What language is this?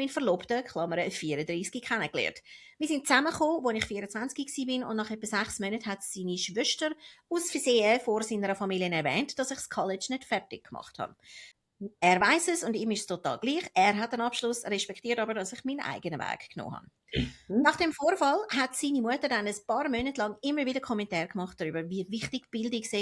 Swiss German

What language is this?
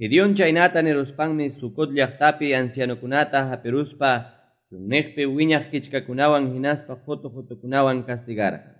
Quechua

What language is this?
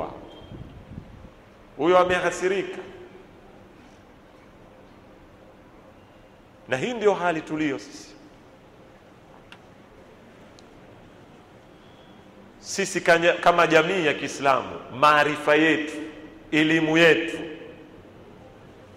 Swahili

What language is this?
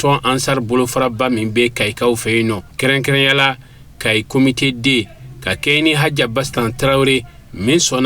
Bambara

